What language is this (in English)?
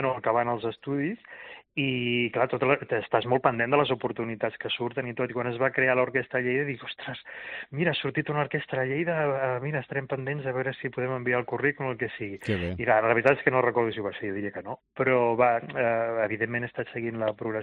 Catalan